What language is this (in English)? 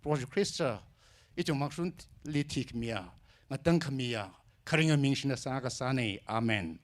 Tangkhul Naga (India)